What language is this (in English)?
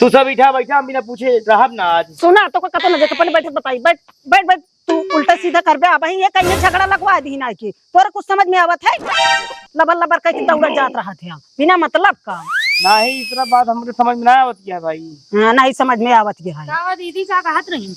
Awadhi